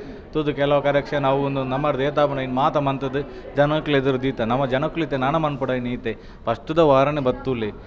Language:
Tulu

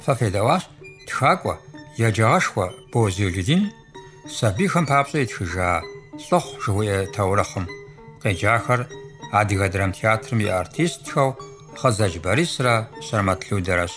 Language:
Kabardian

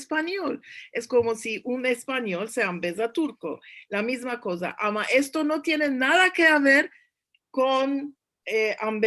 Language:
Ladino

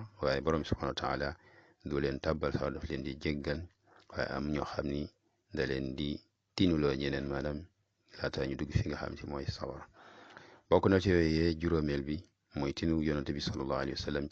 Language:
Wolof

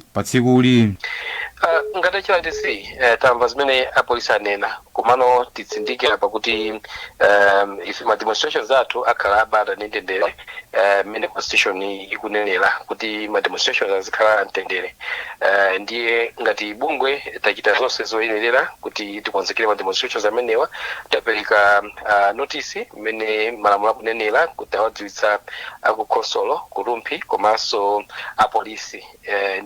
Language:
Nyanja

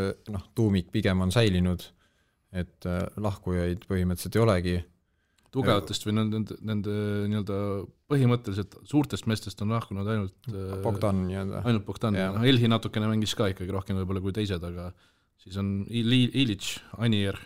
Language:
Estonian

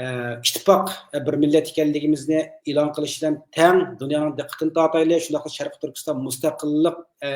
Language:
Uyghur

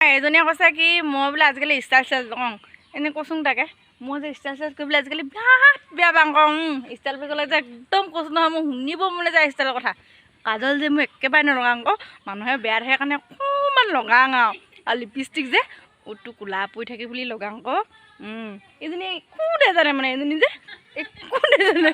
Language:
Assamese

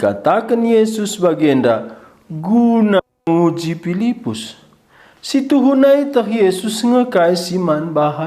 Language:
Batak Karo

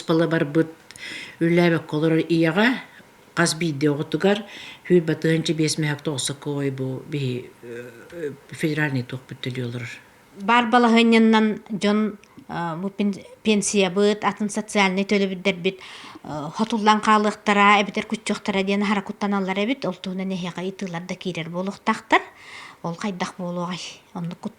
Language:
Yakut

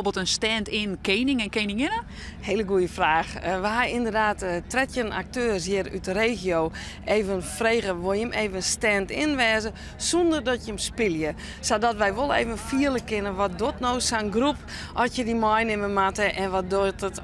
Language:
Western Frisian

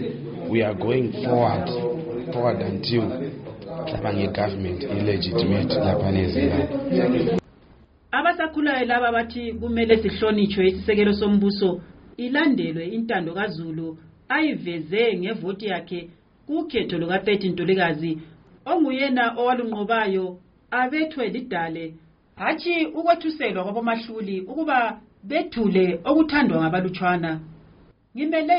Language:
North Ndebele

